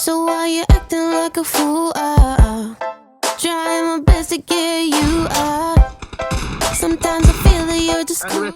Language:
Banjar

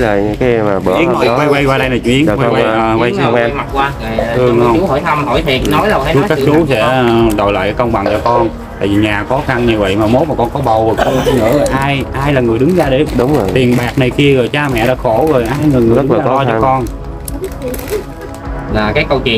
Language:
Vietnamese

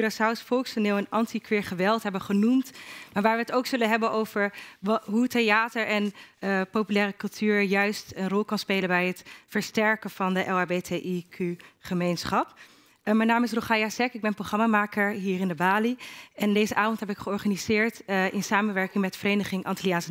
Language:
Dutch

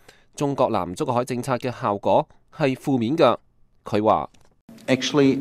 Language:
Cantonese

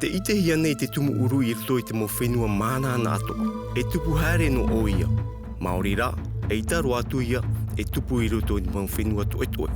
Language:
Tahitian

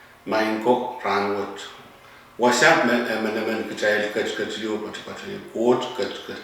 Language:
Pohnpeian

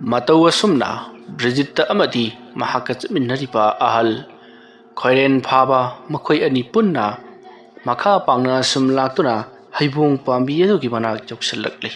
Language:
Manipuri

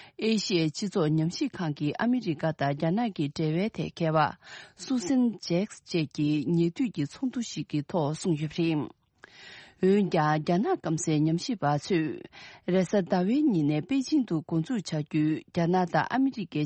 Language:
Tibetan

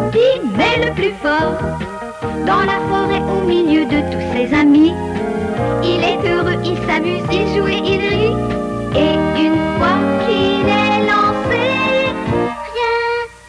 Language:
French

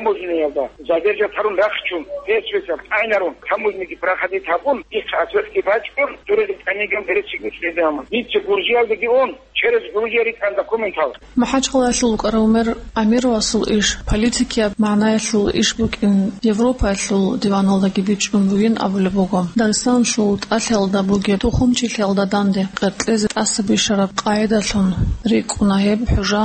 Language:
Avaric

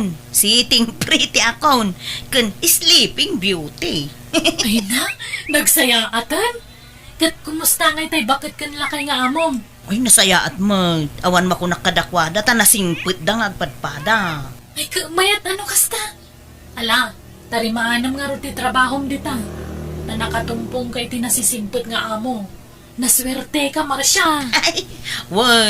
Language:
Iloko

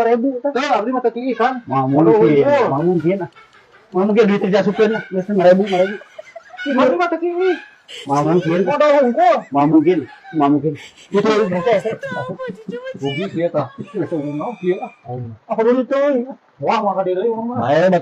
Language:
Sundanese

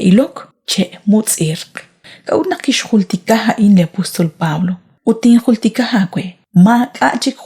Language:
Kekchí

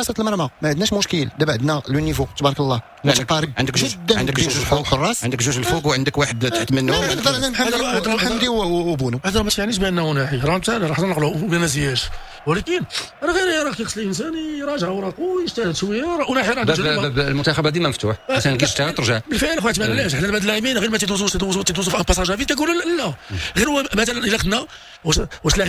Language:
Moroccan Arabic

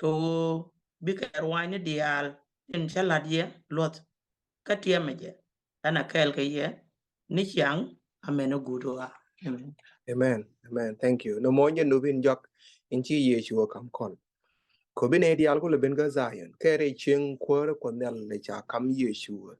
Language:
Nuer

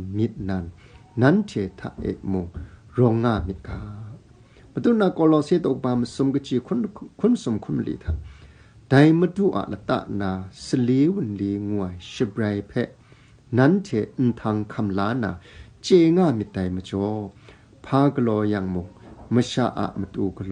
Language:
Kachin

